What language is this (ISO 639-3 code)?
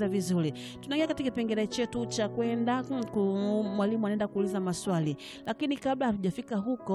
swa